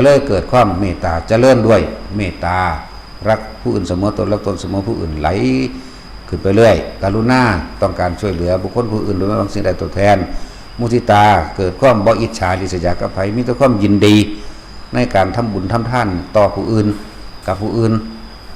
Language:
Lao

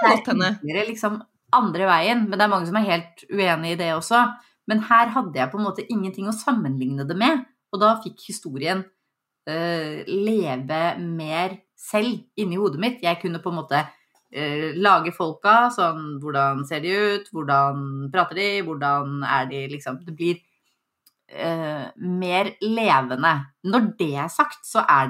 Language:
Norwegian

